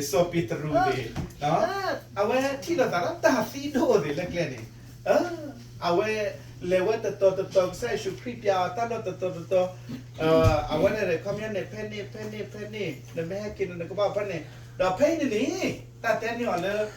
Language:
S'gaw Karen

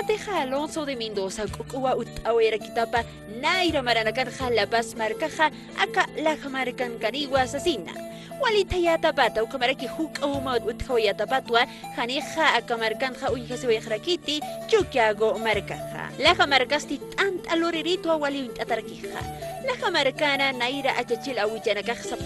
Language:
Aymara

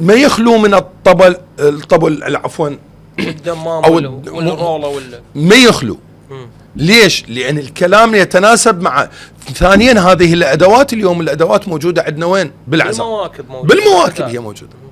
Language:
Mesopotamian Arabic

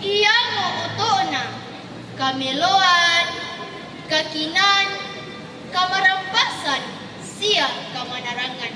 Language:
Toraja-Sa'dan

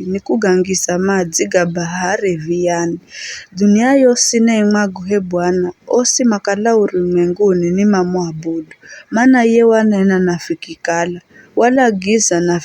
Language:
Giryama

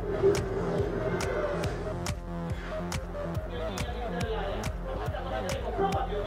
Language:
Italian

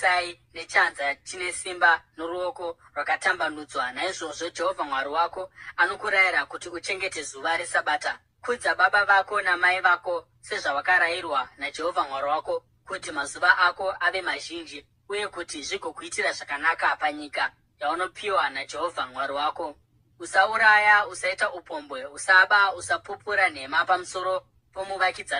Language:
Shona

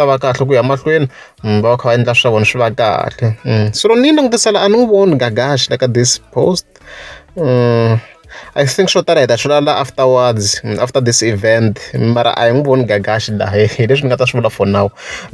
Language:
Tsonga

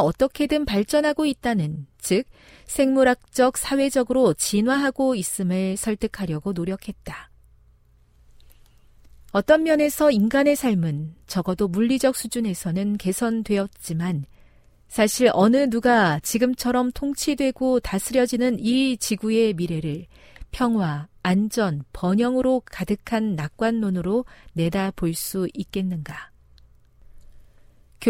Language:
Korean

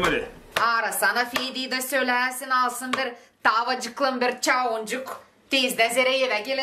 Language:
Gagauz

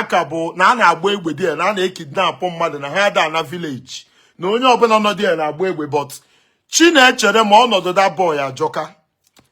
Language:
Igbo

